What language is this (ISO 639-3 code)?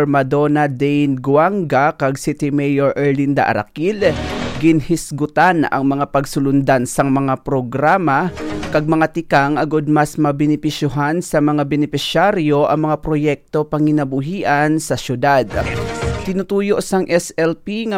hil